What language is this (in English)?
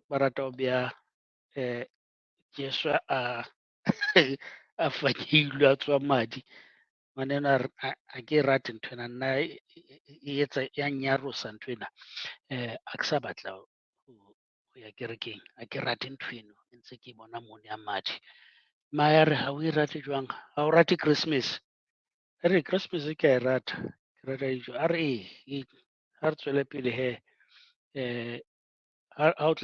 Southern Sotho